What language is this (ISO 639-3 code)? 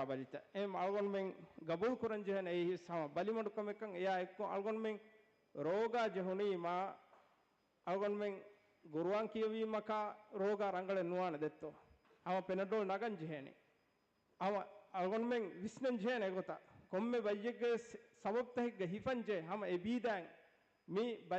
div